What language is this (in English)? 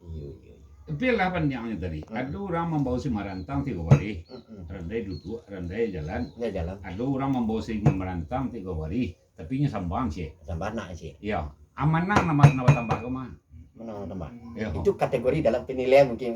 Minangkabau